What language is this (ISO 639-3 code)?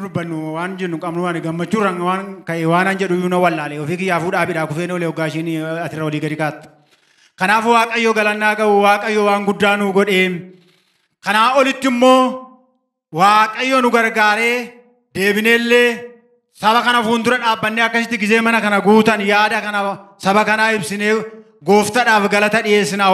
orm